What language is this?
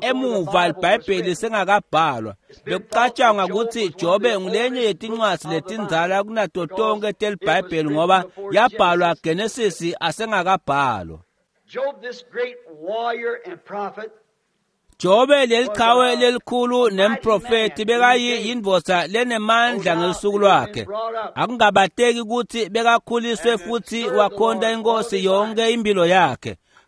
Swati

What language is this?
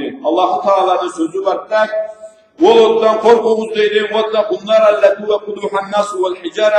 Karachay-Balkar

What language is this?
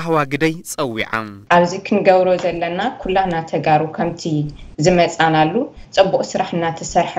Tigrinya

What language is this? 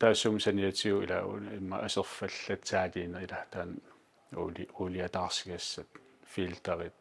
Kalaallisut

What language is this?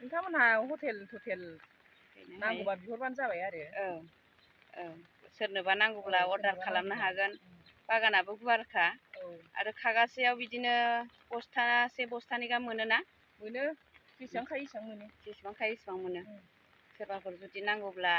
Bodo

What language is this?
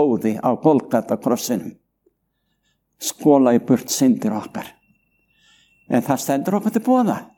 Icelandic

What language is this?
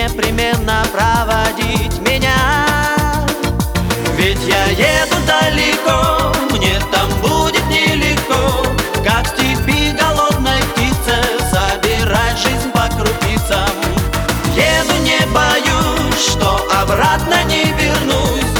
Russian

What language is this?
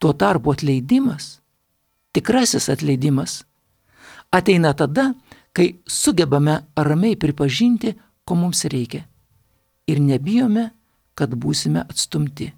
Lithuanian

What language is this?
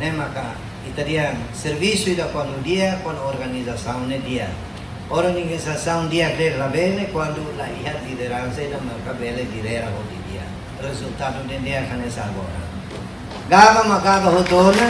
Tetum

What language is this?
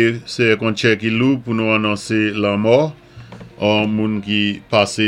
Saint Lucian Creole French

